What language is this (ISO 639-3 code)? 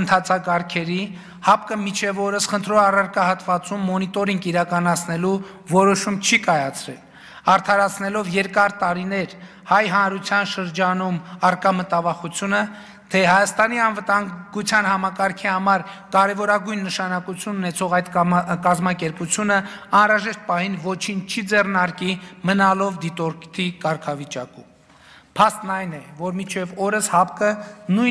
hye